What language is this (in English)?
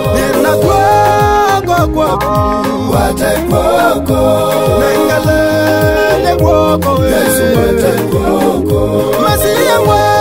Swahili